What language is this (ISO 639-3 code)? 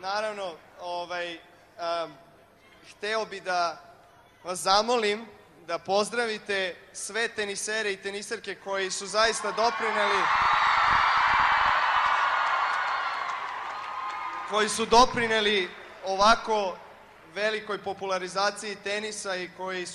srp